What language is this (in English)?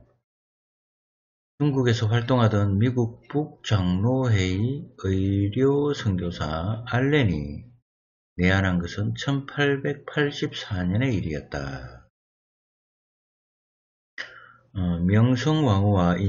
Korean